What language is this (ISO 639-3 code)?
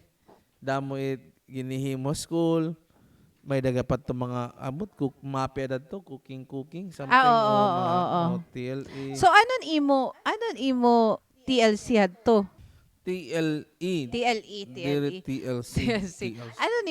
war